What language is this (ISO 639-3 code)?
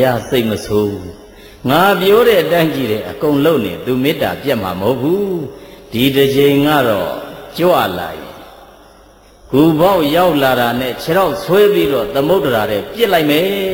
mya